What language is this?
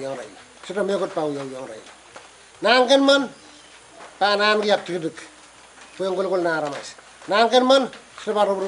Pohnpeian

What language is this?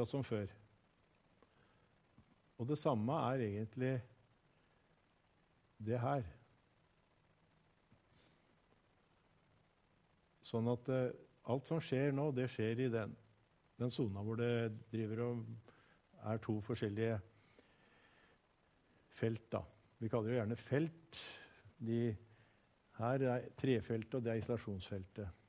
Norwegian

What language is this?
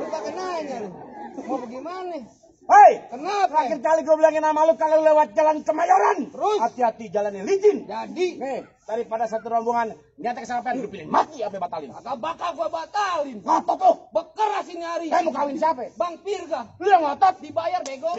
Betawi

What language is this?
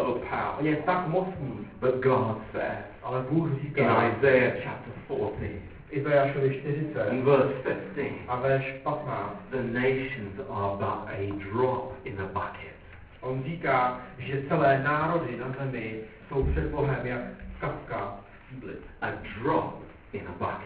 Czech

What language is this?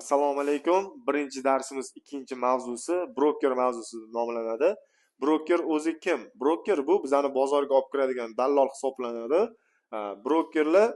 Uzbek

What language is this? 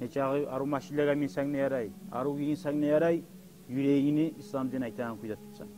Kumyk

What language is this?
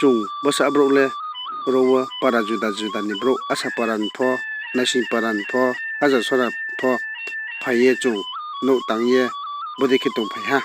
Riang (India)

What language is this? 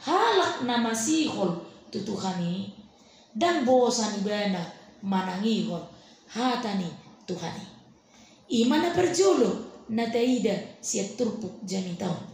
Batak Toba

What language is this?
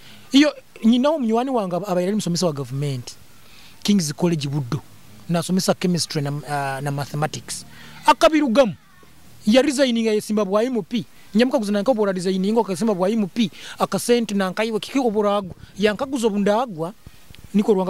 Nyoro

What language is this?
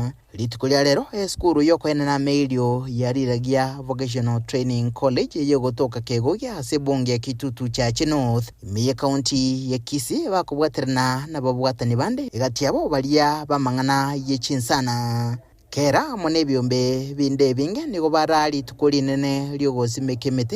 Gusii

